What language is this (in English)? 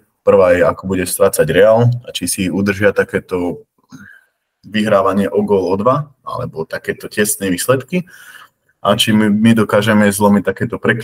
Slovak